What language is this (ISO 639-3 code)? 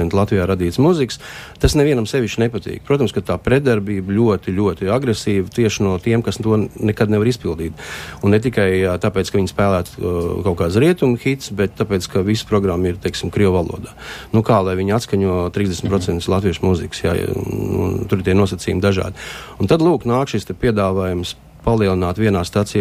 lav